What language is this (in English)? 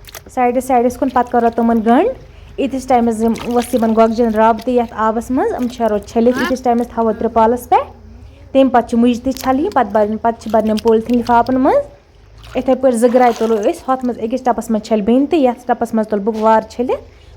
Kashmiri